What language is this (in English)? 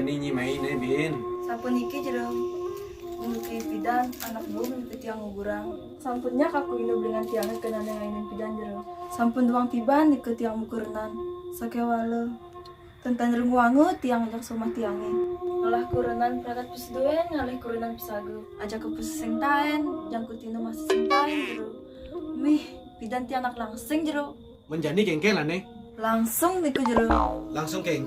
Balinese